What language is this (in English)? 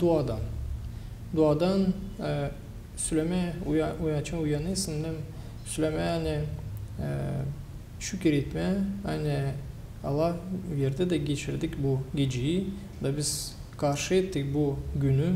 Gagauz